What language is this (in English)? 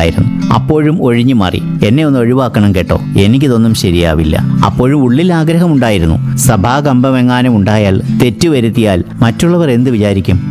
Malayalam